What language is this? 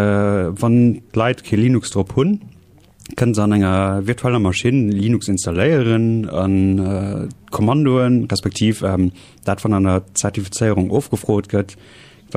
Luxembourgish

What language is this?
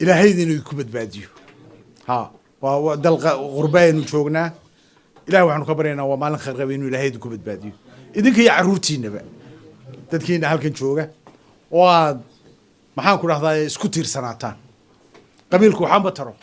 Somali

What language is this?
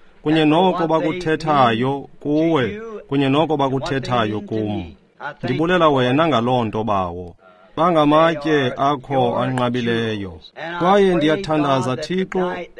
Xhosa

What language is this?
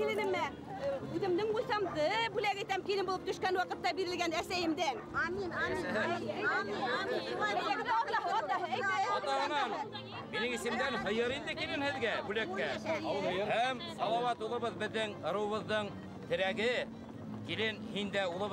Bashkir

